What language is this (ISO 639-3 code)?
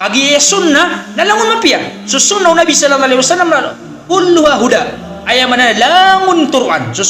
mrw